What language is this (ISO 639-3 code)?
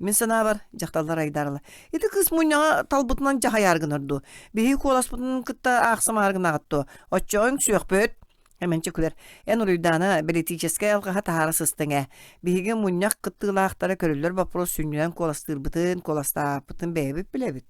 sah